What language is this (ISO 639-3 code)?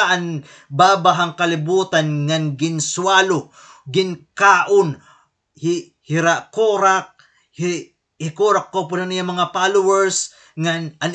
war